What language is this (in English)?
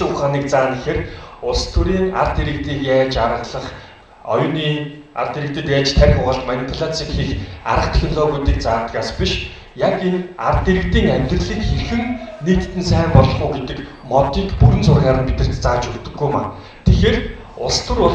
Mongolian